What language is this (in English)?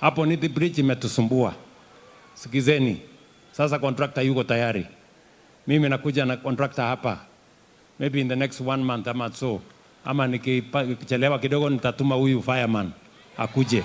Meru